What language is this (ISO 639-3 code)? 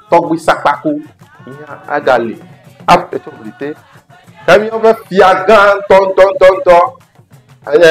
ewe